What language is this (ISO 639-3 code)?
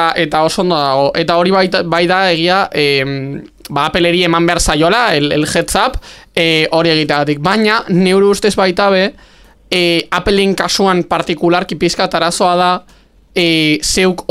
eus